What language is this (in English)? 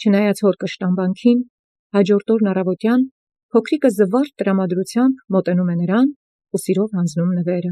Armenian